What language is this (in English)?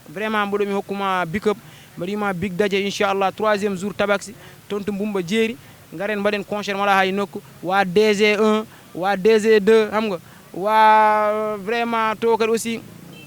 Fula